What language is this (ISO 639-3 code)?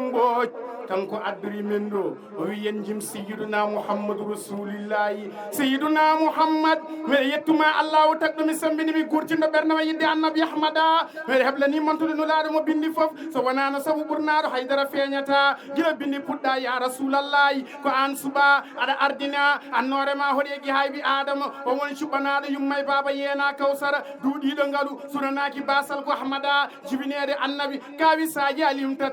ful